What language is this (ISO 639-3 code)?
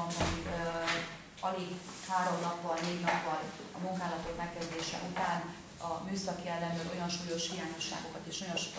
hun